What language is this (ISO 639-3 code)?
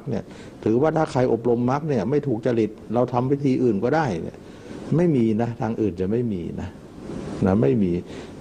tha